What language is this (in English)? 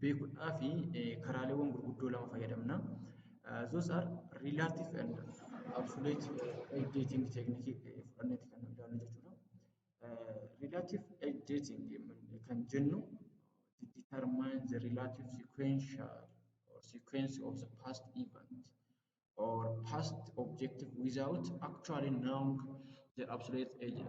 Oromo